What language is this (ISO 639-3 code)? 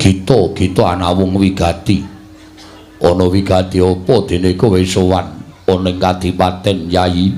jav